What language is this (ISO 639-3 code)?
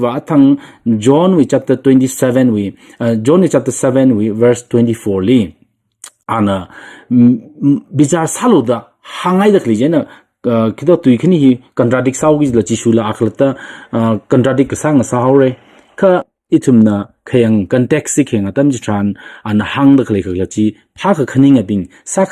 nmf